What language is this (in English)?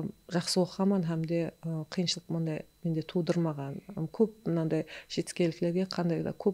Kara-Kalpak